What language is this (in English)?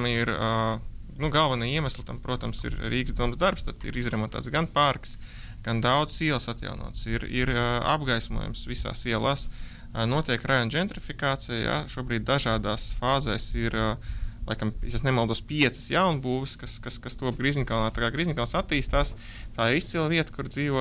Latvian